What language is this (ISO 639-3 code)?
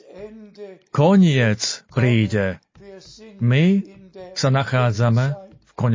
slk